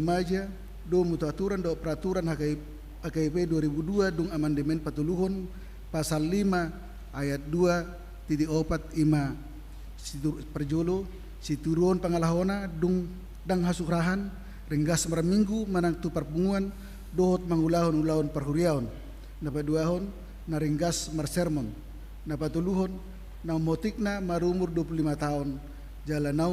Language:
Batak Toba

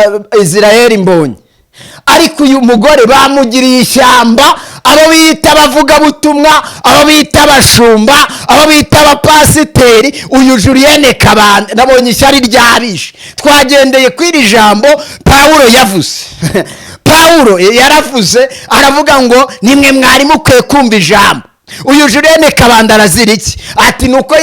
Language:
Kinyarwanda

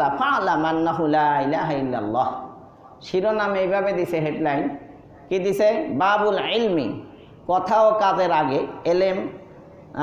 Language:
Bangla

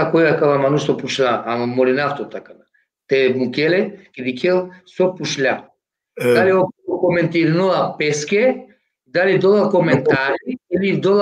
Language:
Balkan Romani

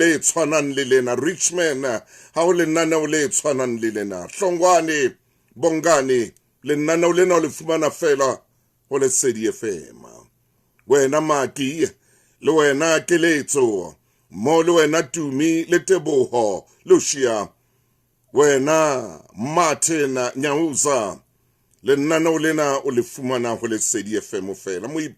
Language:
Southern Sotho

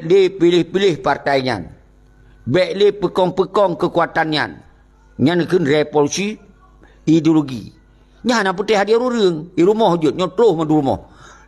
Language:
Achinese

